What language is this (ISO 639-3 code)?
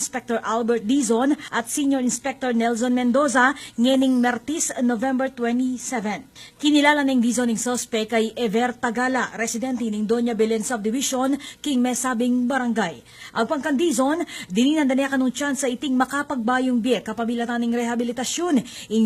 pam